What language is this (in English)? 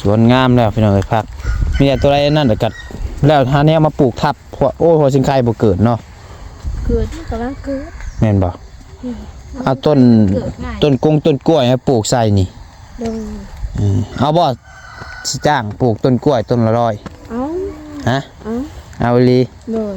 Northeastern Thai